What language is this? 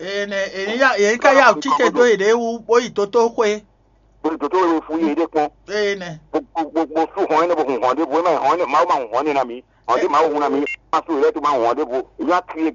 Fon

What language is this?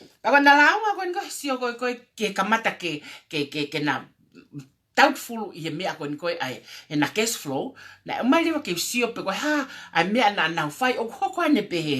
Tongan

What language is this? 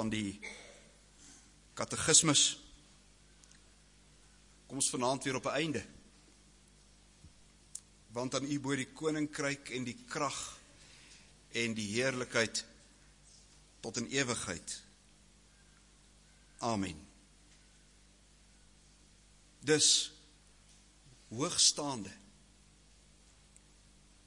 Afrikaans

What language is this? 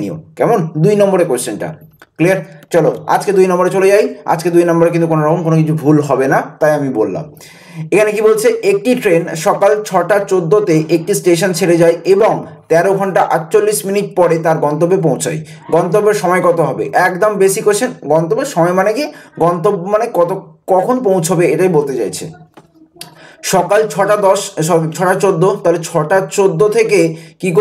Bangla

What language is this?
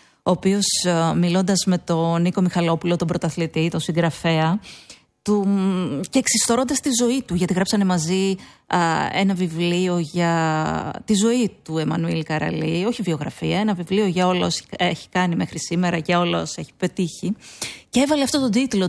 Greek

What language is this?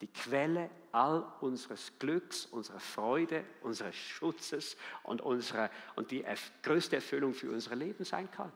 Swiss German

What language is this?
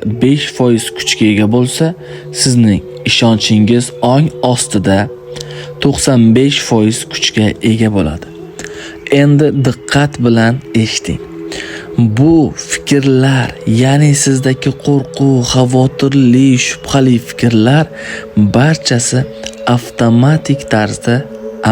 Uzbek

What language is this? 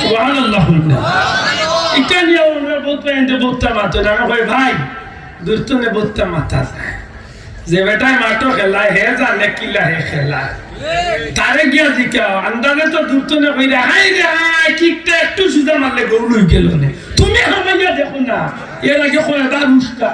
Sylheti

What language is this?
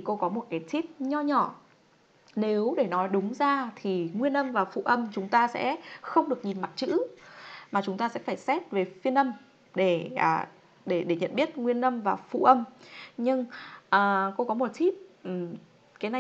Vietnamese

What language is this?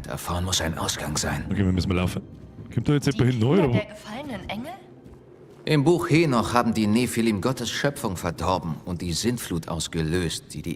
Bavarian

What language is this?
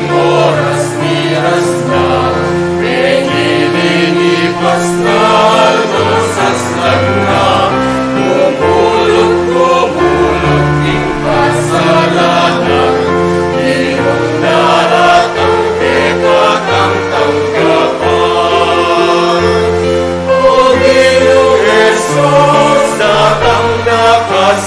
Pampanga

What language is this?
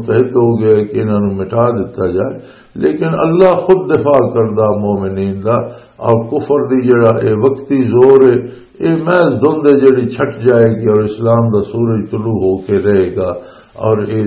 Western Panjabi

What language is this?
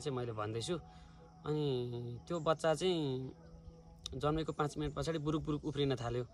Nepali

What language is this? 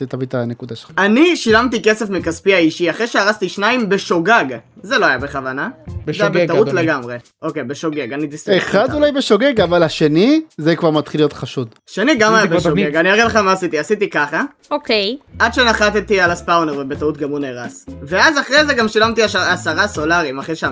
Hebrew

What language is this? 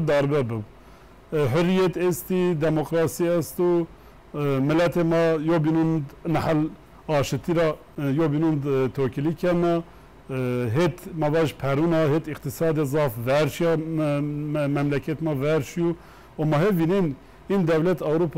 Zaza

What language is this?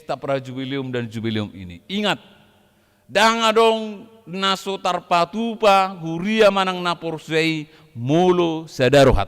Batak Toba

